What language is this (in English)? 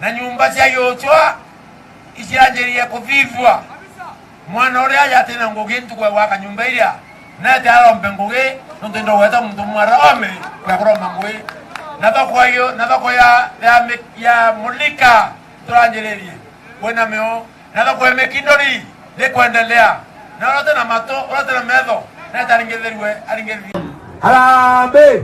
Meru